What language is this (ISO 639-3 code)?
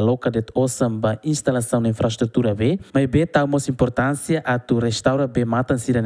tet